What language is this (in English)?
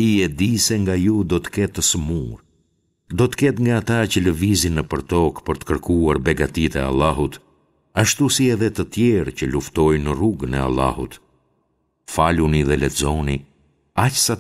Albanian